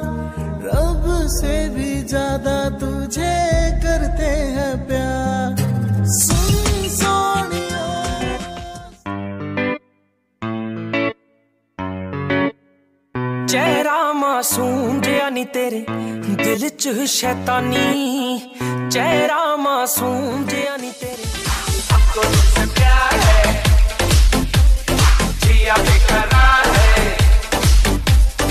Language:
Hindi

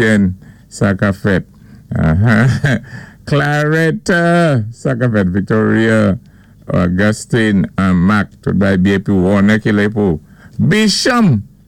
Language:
Saint Lucian Creole French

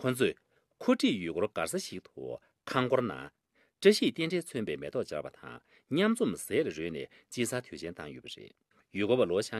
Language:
Tibetan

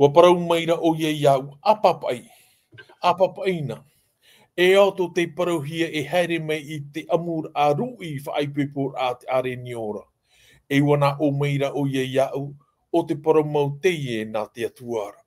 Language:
Tahitian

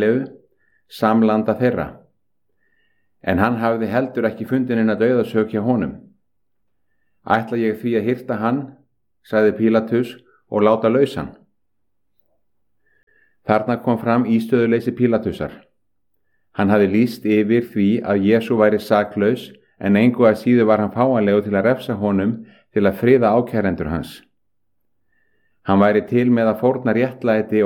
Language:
Icelandic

